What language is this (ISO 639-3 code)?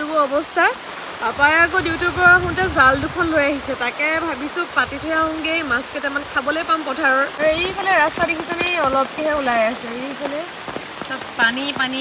asm